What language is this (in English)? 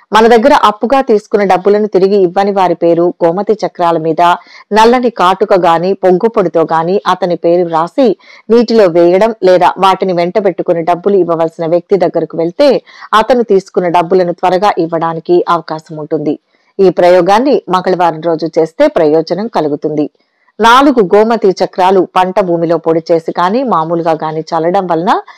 Telugu